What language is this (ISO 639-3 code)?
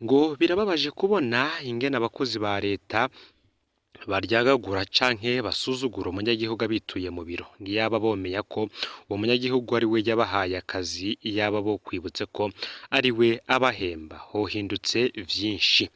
run